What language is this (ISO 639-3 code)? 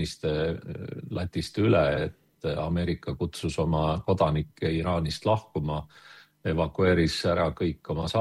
est